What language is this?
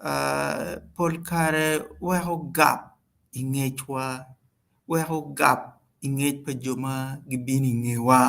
Acoli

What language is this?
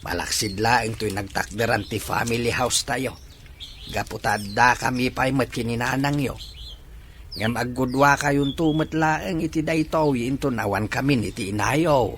Iloko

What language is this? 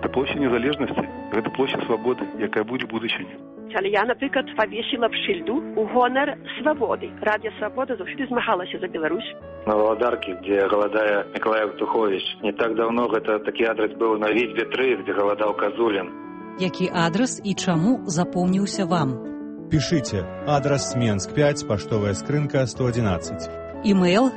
Belarusian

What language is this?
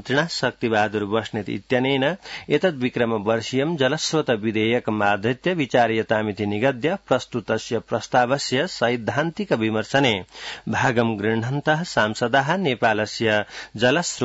Sanskrit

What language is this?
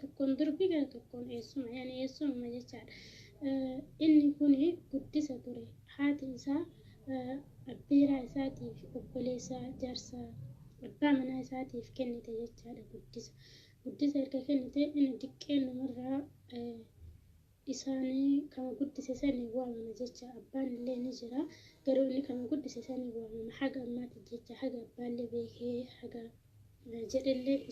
Oromo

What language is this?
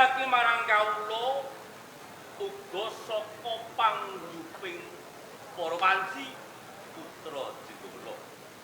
Javanese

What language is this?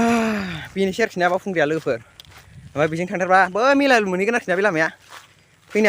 Bodo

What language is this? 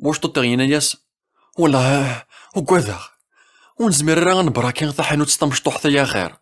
Kabyle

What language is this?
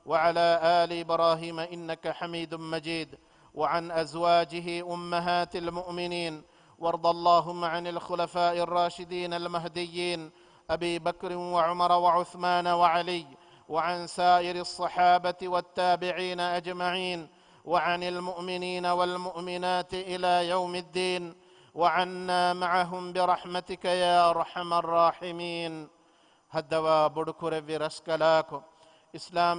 Divehi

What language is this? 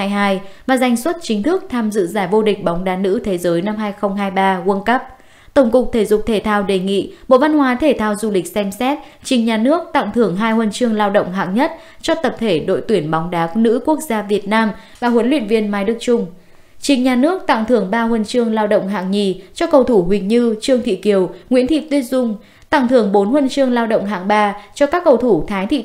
Vietnamese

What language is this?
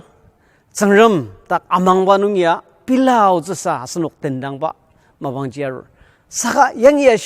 Ao Naga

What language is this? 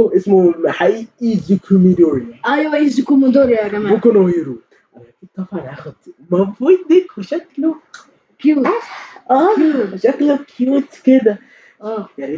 Egyptian Arabic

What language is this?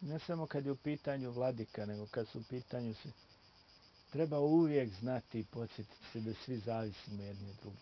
Bosnian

